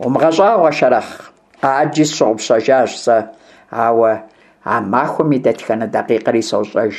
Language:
Kabardian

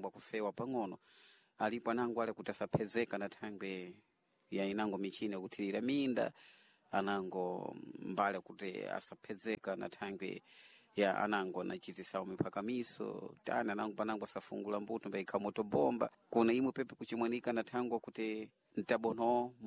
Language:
Sena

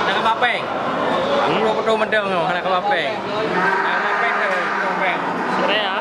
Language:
Achinese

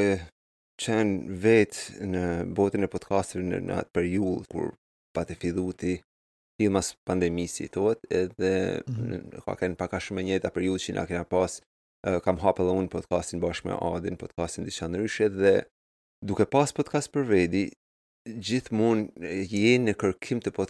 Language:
Albanian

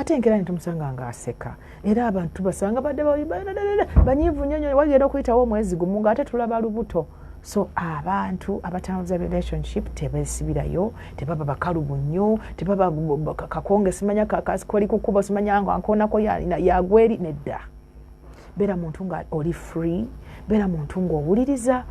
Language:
Ganda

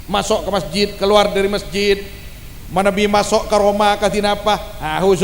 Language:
Madurese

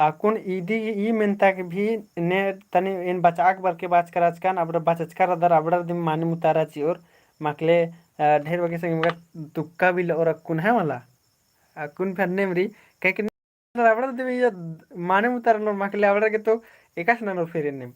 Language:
Kurukh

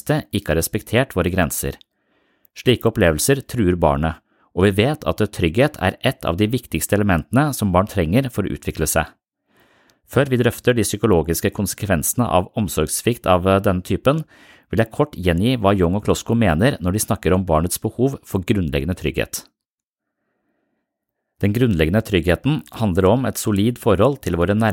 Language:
Norwegian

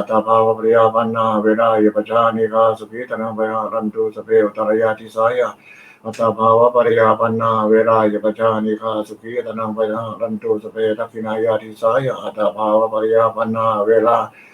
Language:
Pali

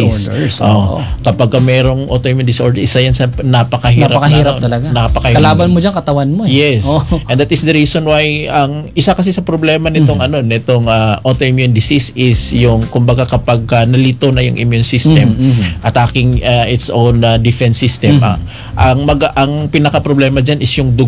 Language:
Filipino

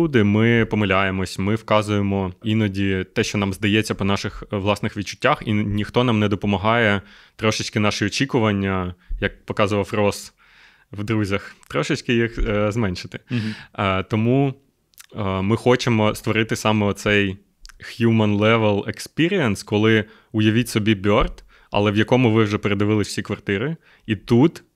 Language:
Ukrainian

